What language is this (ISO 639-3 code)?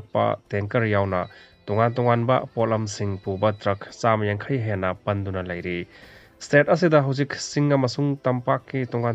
mni